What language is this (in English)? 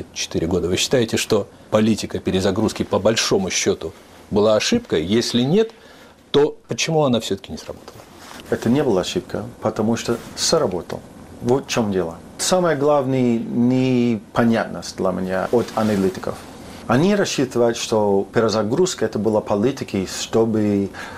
Russian